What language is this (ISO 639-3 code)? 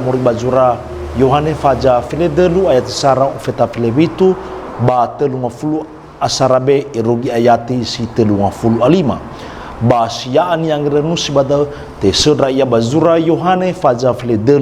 nia